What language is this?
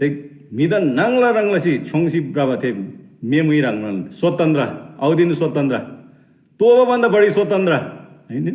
Eastern Tamang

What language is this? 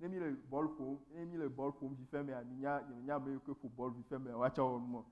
Ewe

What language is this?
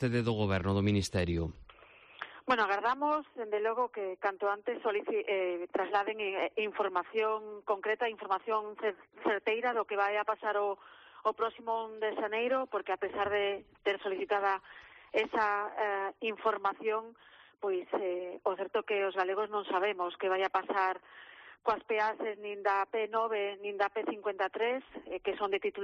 Galician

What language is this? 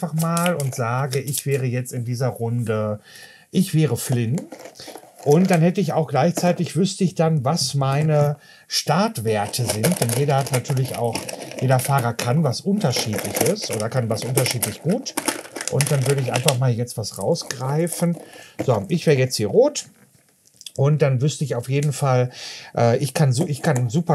German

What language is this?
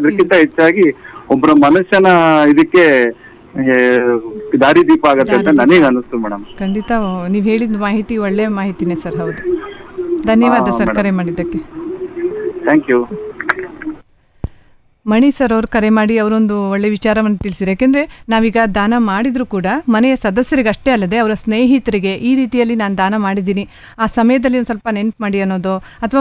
Kannada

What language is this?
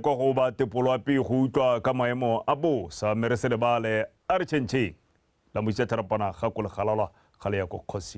Tswana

